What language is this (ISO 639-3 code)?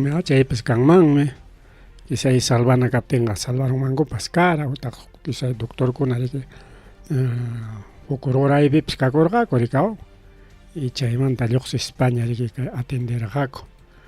quy